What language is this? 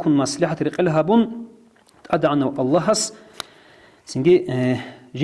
Avaric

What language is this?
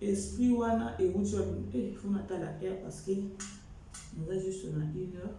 Lingala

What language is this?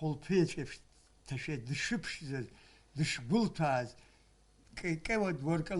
Abkhazian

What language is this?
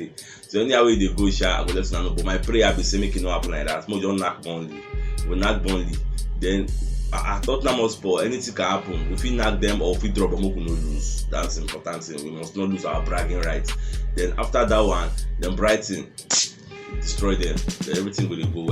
Nigerian Pidgin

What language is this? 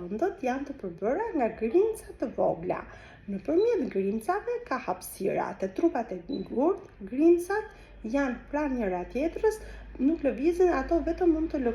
Albanian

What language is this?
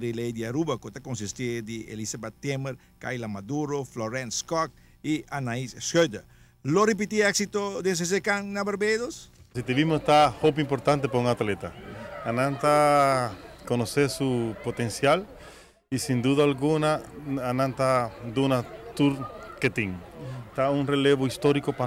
Papiamento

